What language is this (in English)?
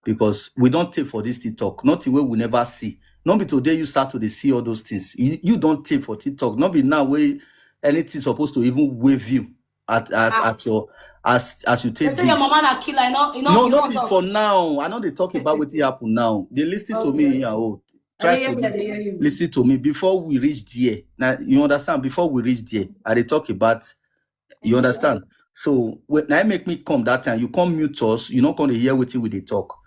Nigerian Pidgin